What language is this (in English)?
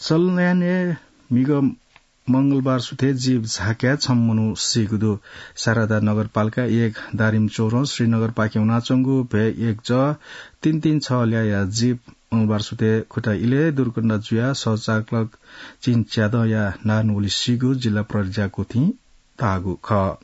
Newari